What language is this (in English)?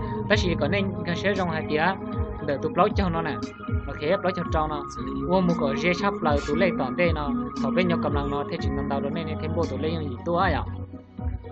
Hmong